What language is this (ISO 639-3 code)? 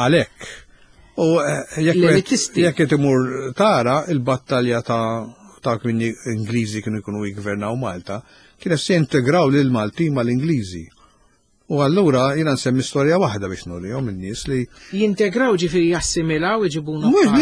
mlt